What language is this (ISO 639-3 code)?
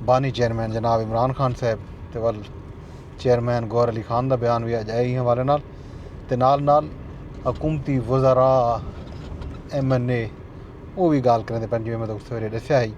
skr